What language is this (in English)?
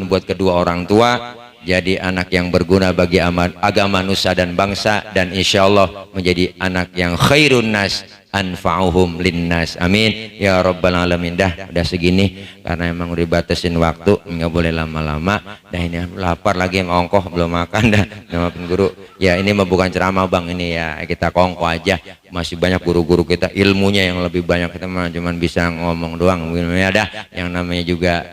Betawi